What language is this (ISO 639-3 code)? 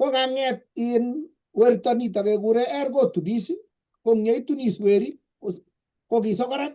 kln